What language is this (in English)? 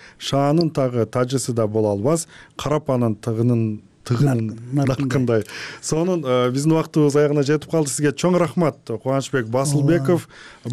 Kyrgyz